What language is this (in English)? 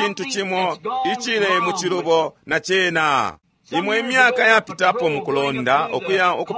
Bemba